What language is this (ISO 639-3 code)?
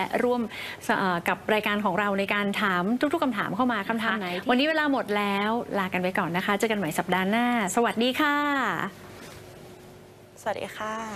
tha